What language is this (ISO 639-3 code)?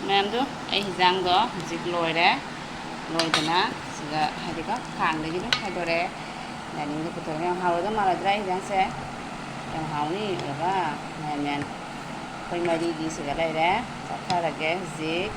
mni